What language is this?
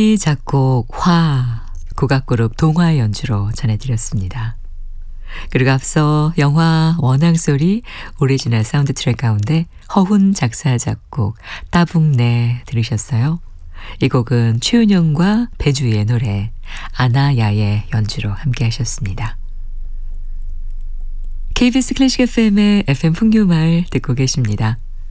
Korean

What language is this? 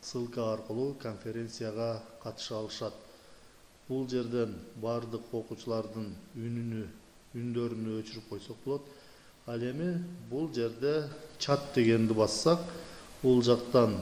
Kyrgyz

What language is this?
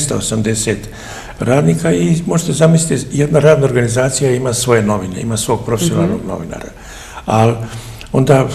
Serbian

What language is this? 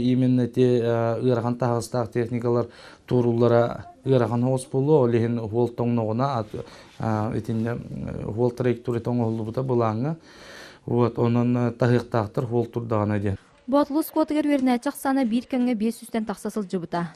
Yakut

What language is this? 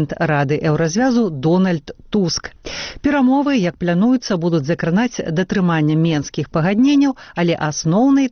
Belarusian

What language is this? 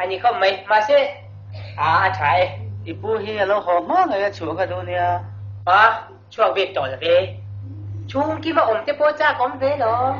Mizo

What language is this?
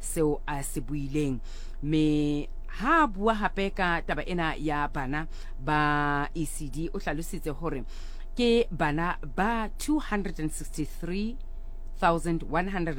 Southern Sotho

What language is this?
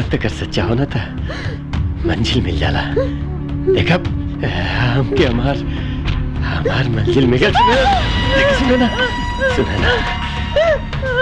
Bhojpuri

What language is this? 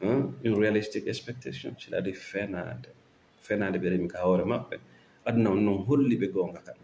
Fula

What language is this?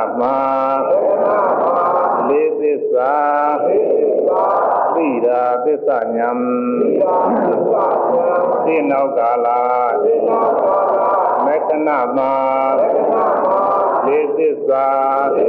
Burmese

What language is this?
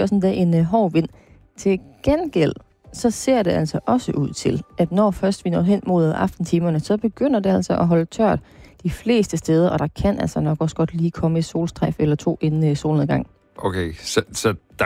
Danish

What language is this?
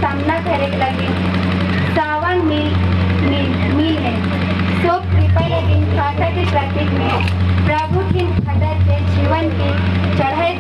Sadri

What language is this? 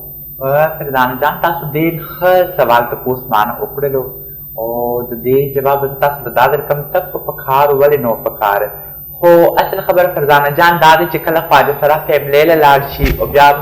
Pashto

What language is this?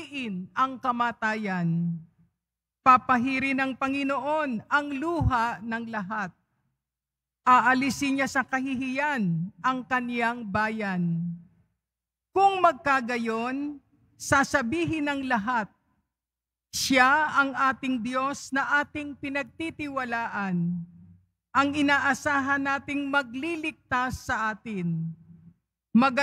Filipino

